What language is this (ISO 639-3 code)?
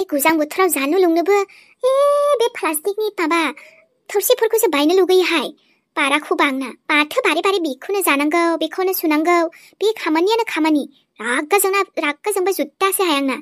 brx